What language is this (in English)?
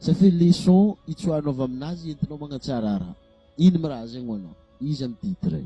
Malagasy